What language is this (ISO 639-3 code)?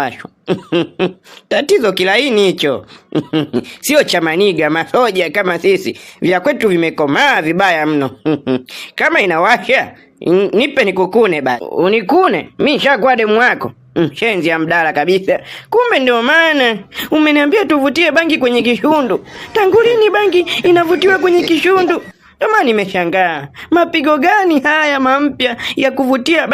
swa